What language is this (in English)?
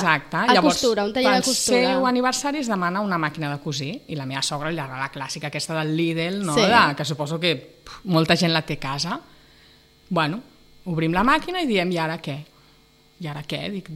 Catalan